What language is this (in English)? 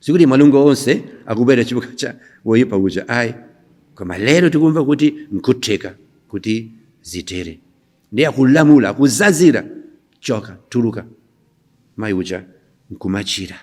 Nyanja